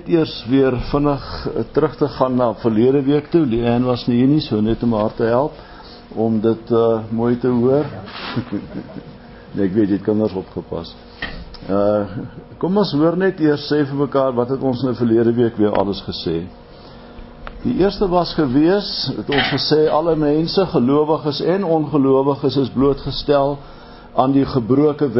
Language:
Afrikaans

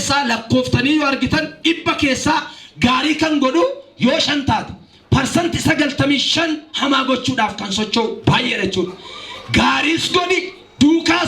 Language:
Oromo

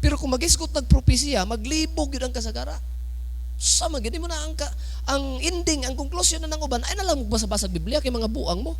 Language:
Cebuano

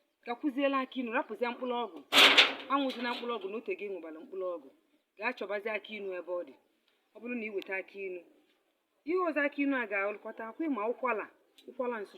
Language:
Igbo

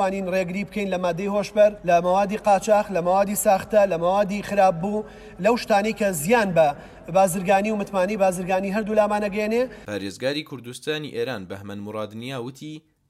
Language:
Central Kurdish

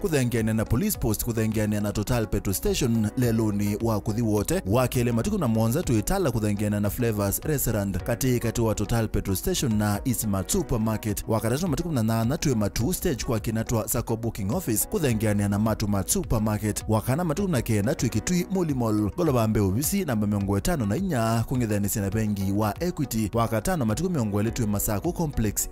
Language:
Kamba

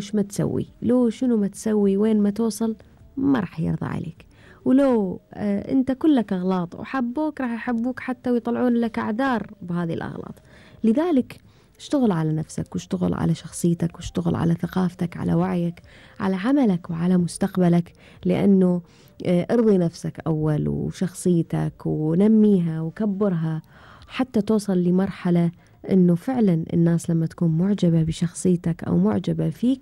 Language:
Gulf Arabic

